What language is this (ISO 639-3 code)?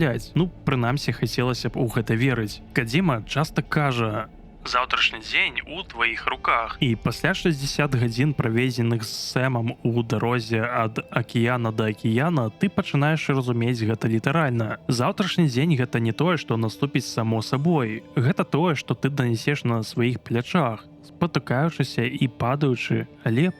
bel